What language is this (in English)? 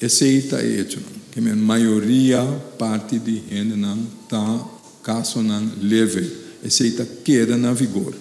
Papiamento